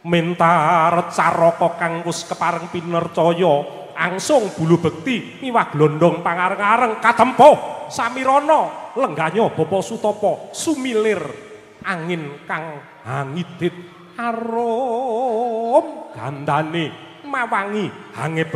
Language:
Javanese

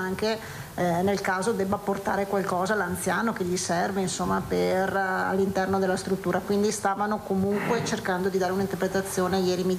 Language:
Italian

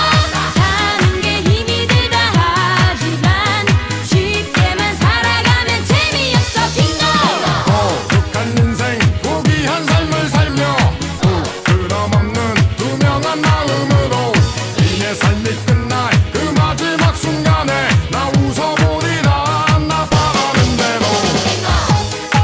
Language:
Korean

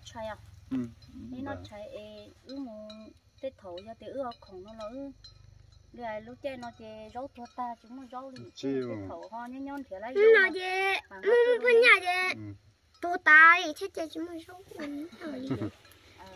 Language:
Vietnamese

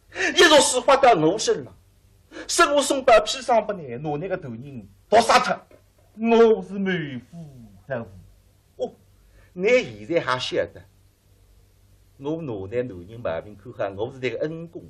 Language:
Wu Chinese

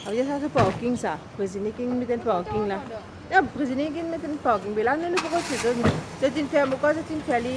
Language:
Morisyen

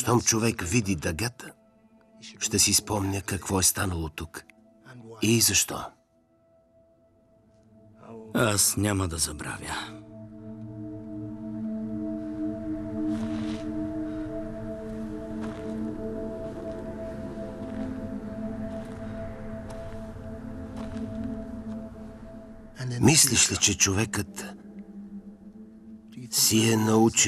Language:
Bulgarian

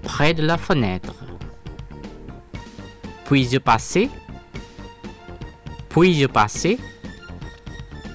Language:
French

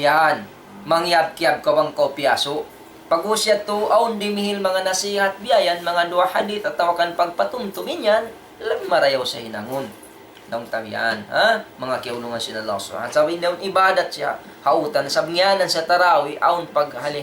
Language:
Tausug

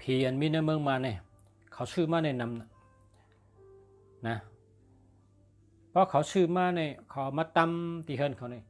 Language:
Shan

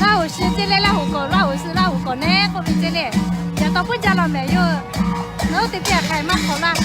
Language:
Lahu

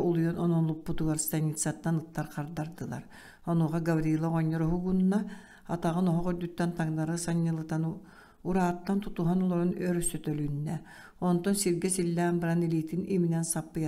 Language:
Yakut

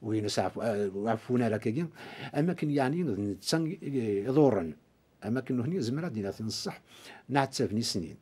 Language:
Kabyle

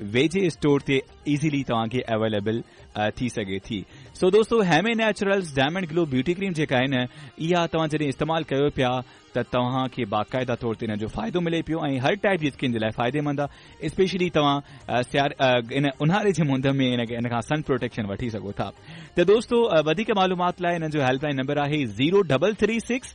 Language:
Sindhi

